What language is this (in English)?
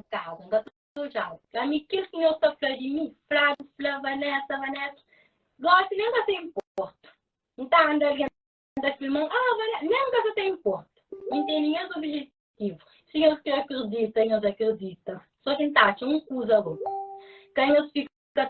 Kabuverdianu